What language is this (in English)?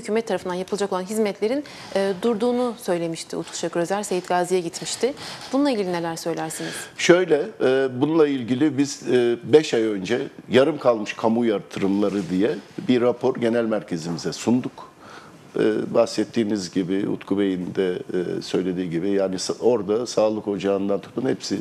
Turkish